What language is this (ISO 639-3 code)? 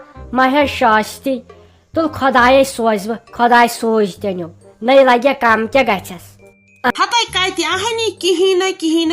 kas